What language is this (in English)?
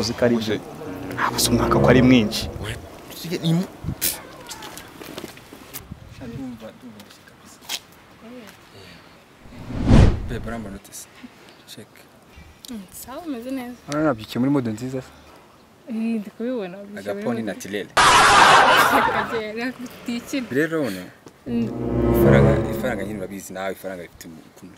Kinyarwanda